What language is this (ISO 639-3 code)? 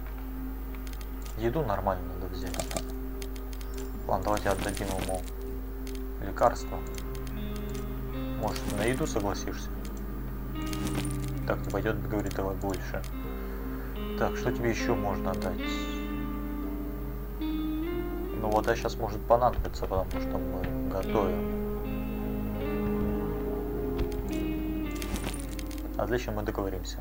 rus